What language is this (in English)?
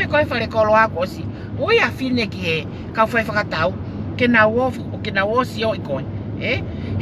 Tongan